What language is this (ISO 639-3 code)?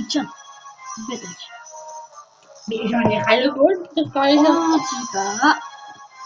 fra